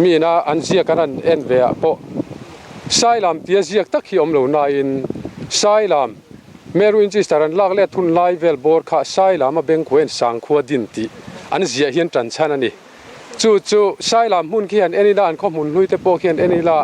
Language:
Mizo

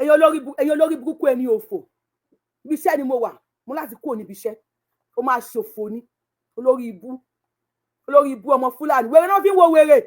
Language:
Yoruba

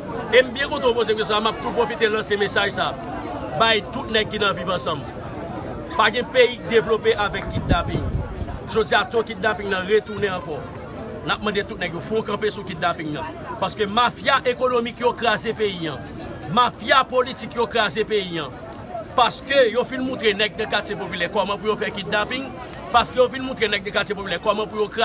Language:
Haitian Creole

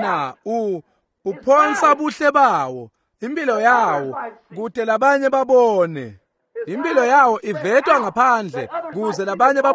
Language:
Swati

